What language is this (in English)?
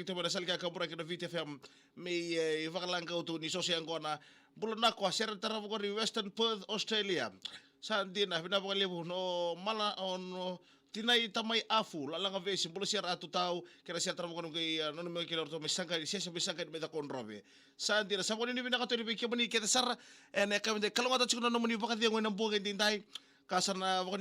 Fijian